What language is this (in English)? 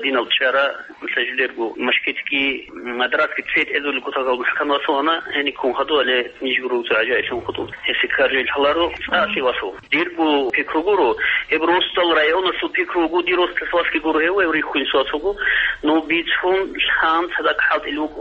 Avaric